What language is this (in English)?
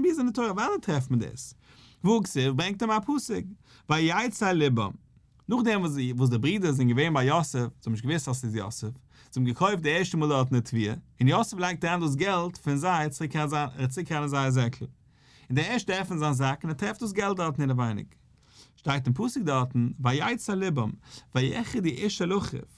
Yiddish